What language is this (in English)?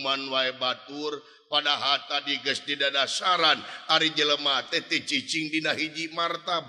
Sundanese